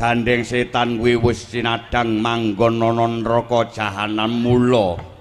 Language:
Javanese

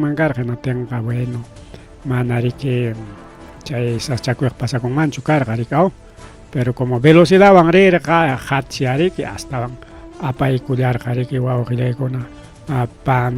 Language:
Ayacucho Quechua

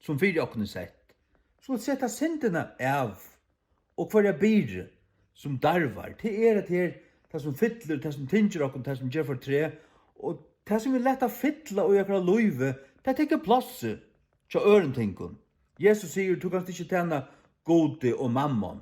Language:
Faroese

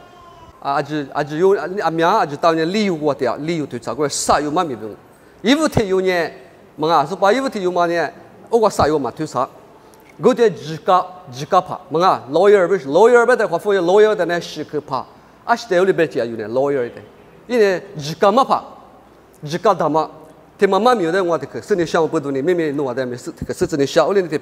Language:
Lisu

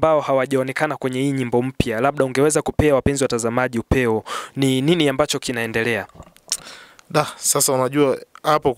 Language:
Swahili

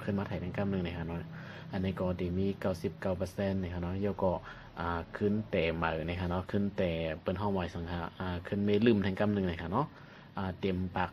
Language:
Shan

